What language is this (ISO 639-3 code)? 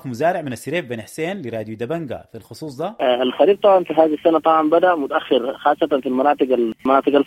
apd